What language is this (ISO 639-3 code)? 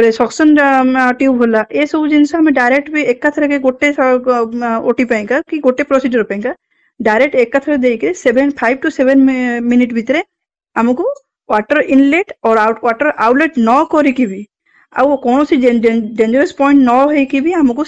ori